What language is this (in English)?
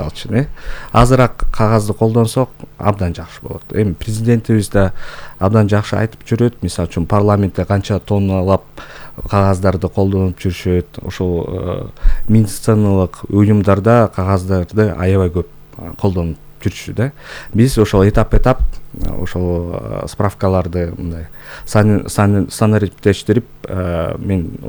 Kyrgyz